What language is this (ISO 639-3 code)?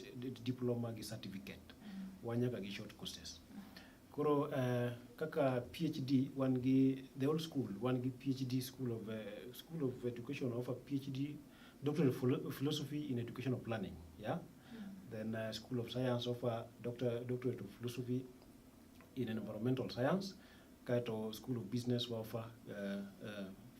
luo